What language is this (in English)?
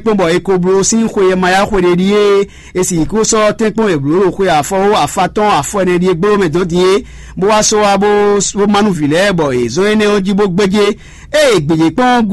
Fon